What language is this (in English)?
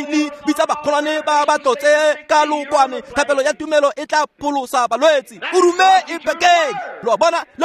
Tswana